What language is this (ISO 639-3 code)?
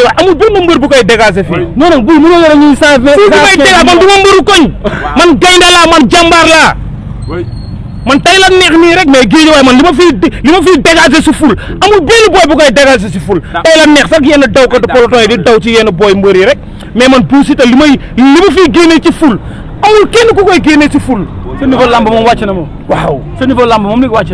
wol